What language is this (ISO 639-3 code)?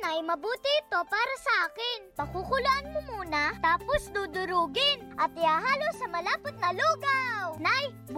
fil